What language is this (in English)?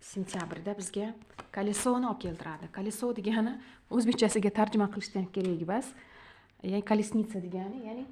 Uzbek